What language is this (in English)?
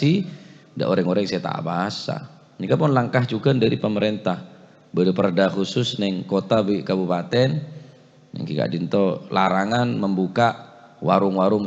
Madurese